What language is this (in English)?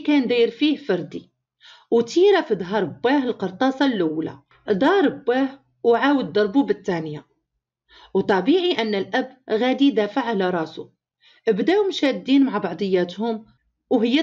Moroccan Arabic